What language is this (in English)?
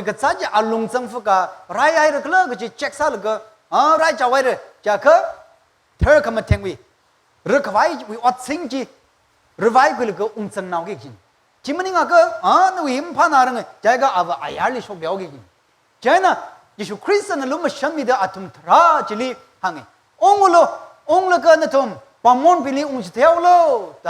Tangkhul Naga (India)